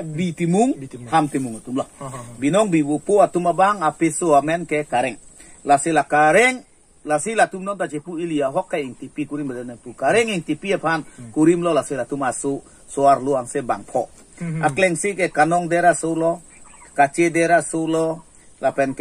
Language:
Karbi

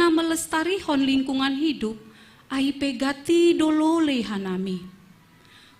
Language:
Batak Simalungun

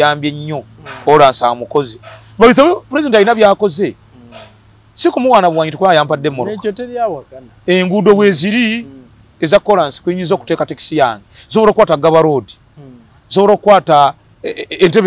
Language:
Ganda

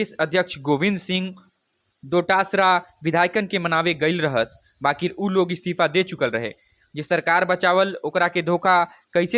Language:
Bhojpuri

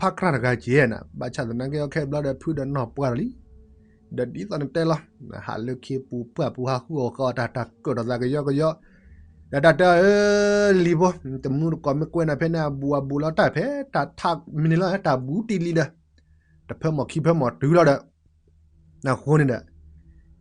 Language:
S'gaw Karen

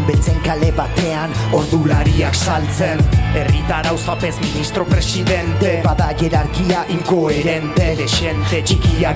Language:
Basque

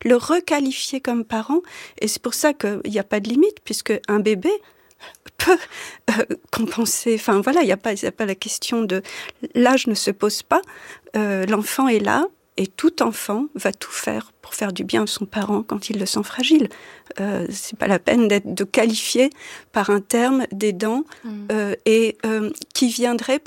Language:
French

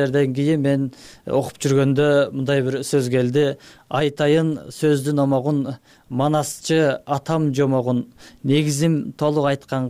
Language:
Kyrgyz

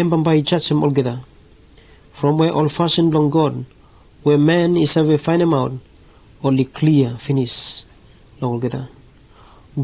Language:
Bislama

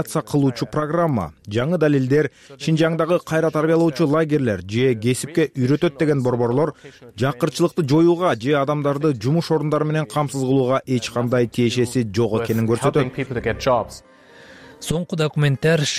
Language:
Kyrgyz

